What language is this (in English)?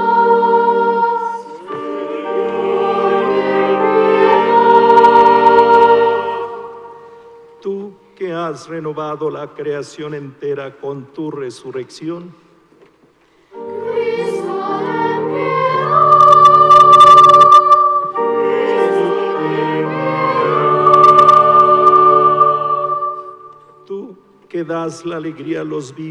Spanish